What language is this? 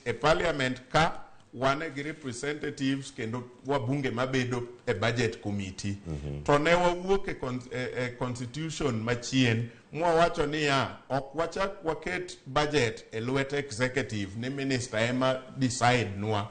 Luo (Kenya and Tanzania)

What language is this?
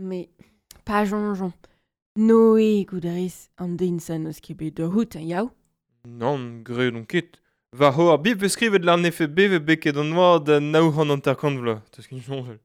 Breton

